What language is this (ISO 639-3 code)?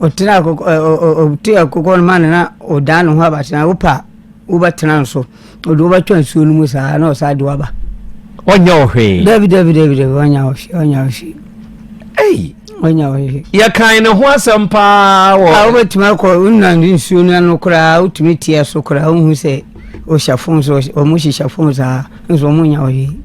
aka